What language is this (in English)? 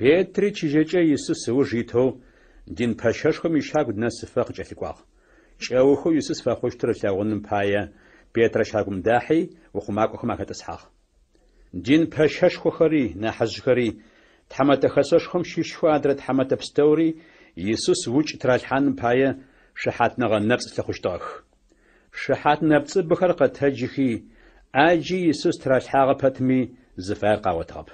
Adyghe